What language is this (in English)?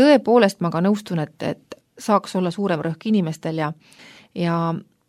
Estonian